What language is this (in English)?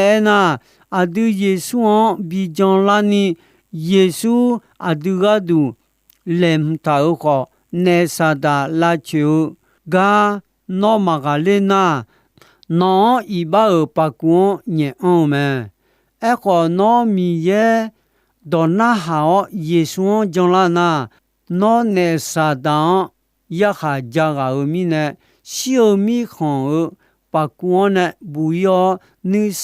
Akha